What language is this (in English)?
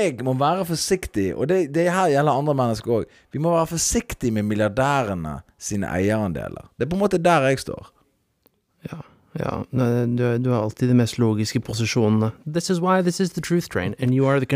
Norwegian